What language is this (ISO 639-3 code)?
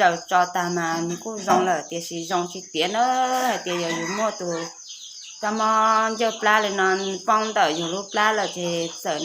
hmn